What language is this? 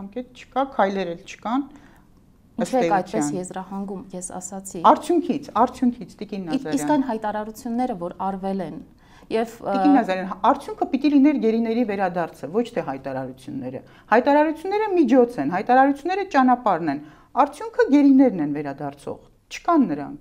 Armenian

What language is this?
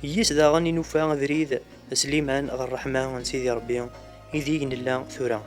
Kabyle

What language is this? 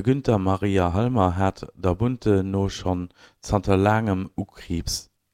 Luxembourgish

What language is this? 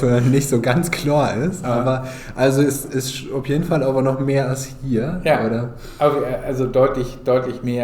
Low German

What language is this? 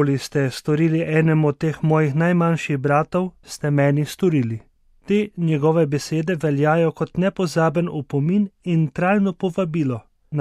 Slovenian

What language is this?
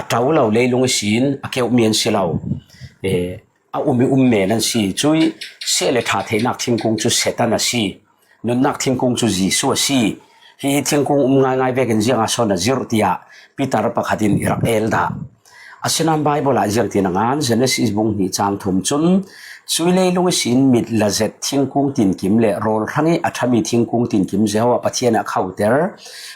Falam Chin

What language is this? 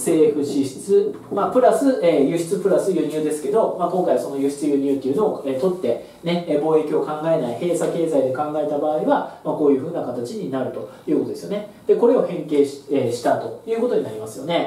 Japanese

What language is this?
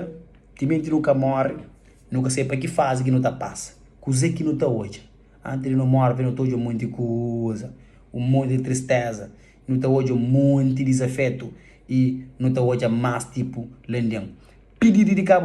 Kabuverdianu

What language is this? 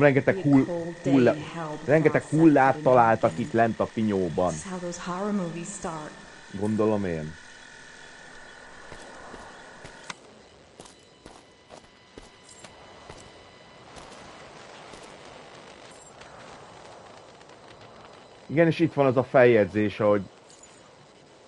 Hungarian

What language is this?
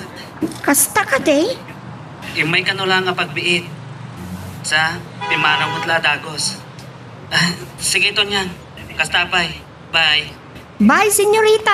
Iloko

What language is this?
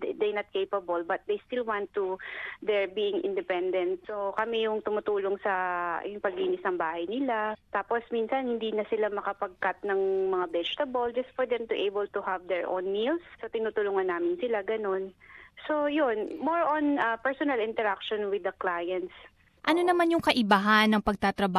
Filipino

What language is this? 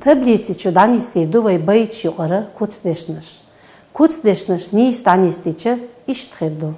Chechen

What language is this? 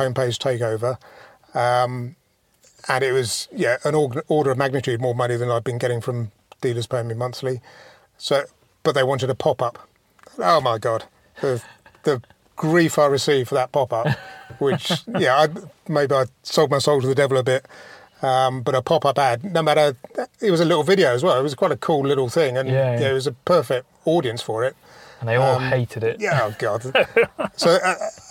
English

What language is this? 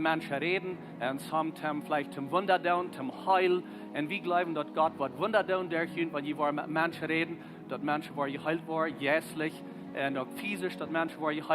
Plautdietsch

